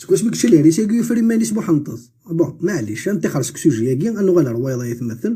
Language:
Kabyle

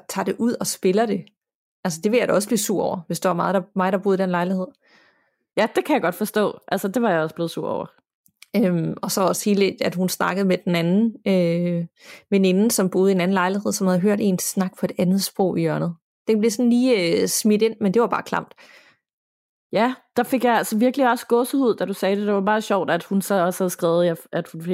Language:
Danish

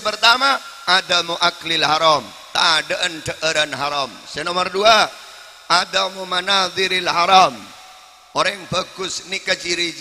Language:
Madurese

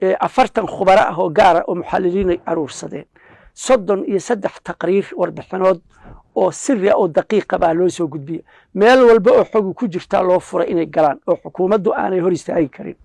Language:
Somali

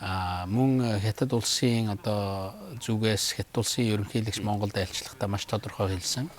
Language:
Mongolian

